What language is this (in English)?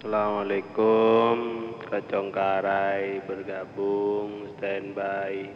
Madurese